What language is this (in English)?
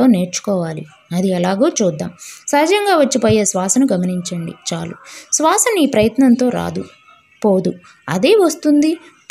Telugu